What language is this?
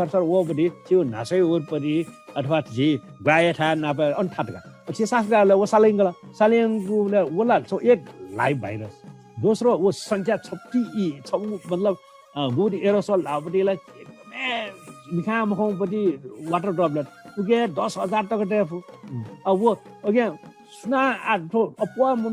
Newari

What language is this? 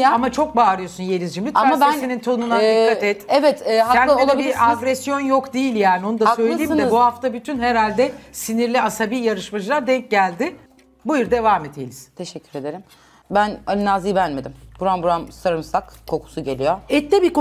Turkish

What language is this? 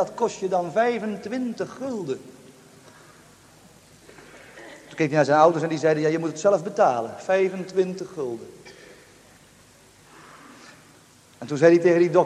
Dutch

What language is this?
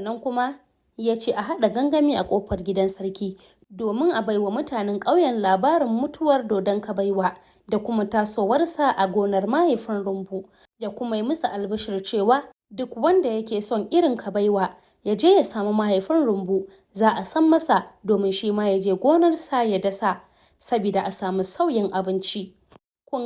Hausa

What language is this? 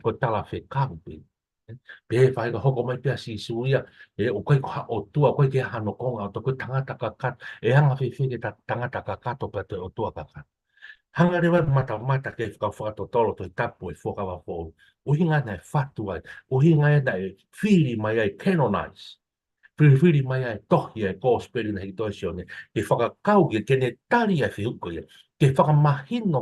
Tongan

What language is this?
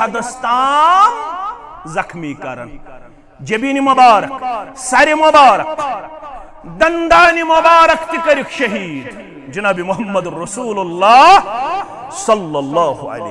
Kashmiri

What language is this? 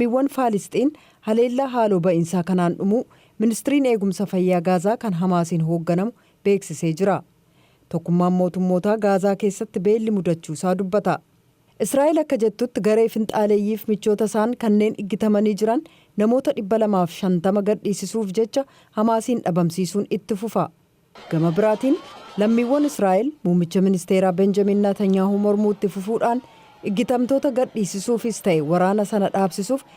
Oromo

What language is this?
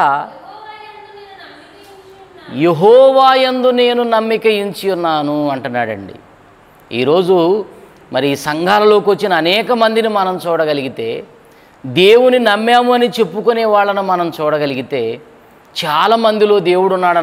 Telugu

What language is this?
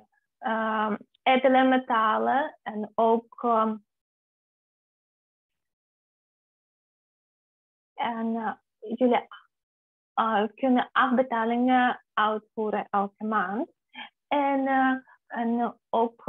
Dutch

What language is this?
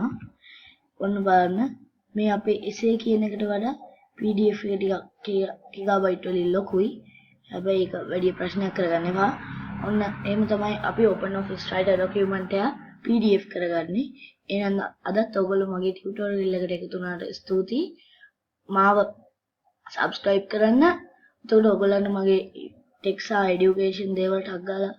Sinhala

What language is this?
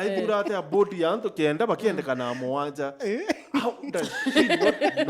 Meru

